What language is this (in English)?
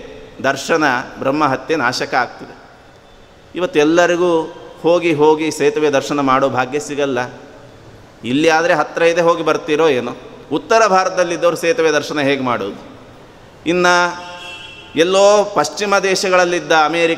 Kannada